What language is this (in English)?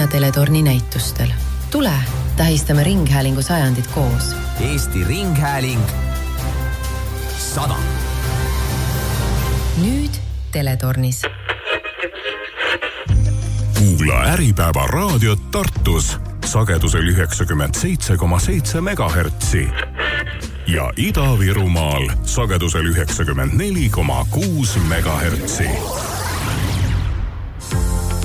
Estonian